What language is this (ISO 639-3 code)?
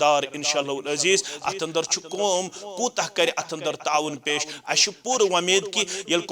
kas